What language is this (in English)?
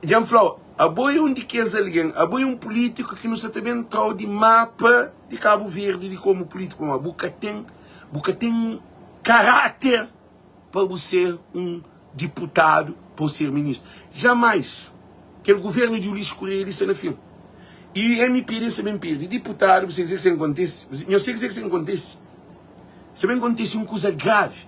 Kabuverdianu